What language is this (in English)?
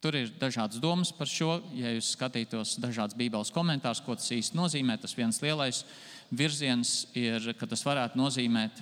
Latvian